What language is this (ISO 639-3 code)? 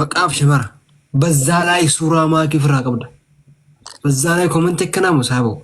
orm